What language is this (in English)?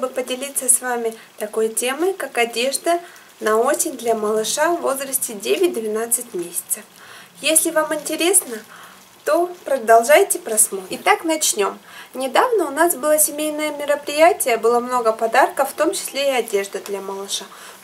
Russian